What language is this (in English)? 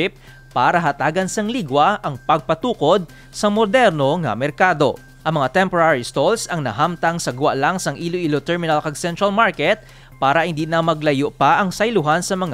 Hiligaynon